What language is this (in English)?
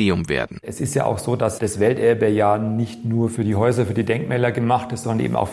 German